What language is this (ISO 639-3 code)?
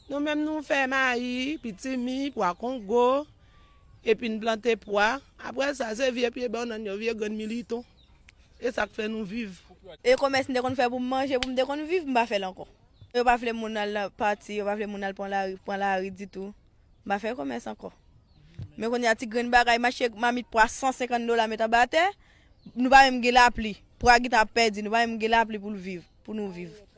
hat